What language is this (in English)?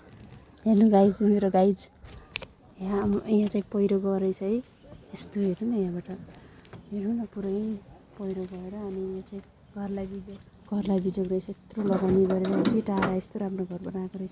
Nepali